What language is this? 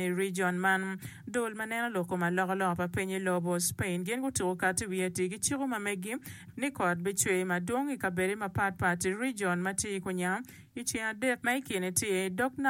Acoli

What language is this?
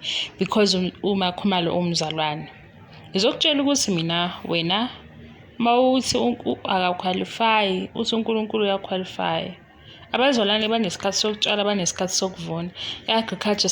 Zulu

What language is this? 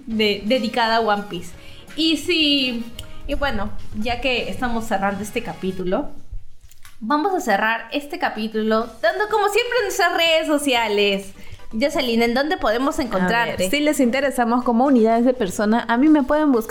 Spanish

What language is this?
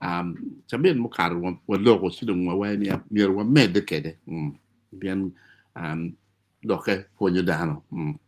Acoli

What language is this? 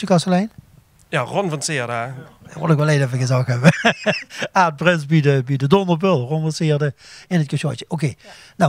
Limburgish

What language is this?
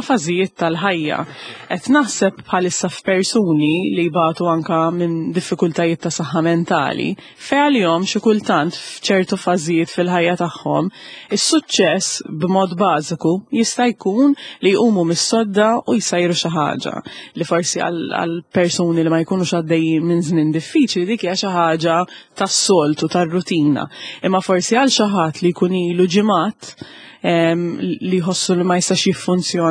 Maltese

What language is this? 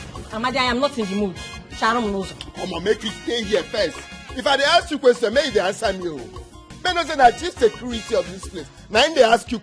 Nigerian Pidgin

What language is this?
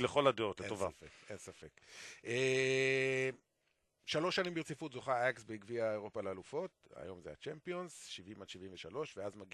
Hebrew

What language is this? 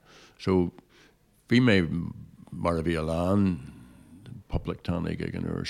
Irish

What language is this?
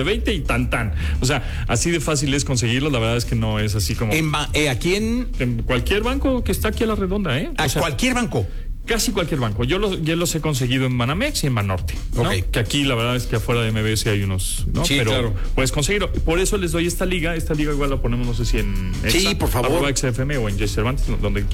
Spanish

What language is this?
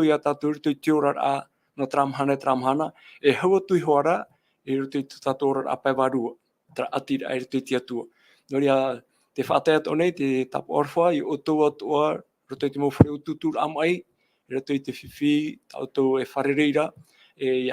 Tahitian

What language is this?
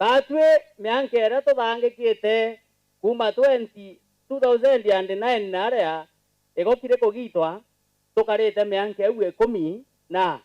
Meru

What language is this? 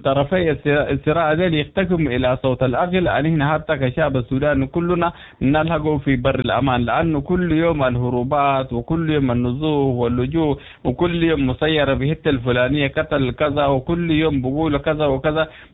Sudanese Arabic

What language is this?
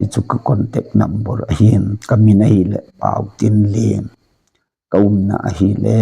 Thado Chin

